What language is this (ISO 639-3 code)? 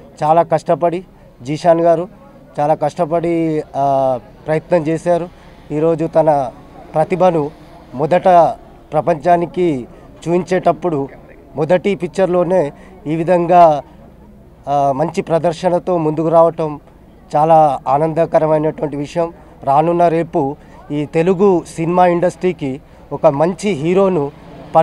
tel